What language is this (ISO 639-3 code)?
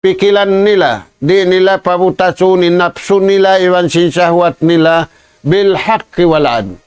tsg